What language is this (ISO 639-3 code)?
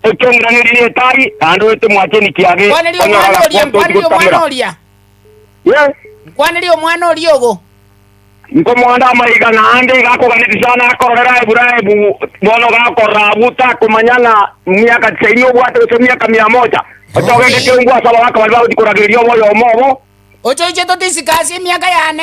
guz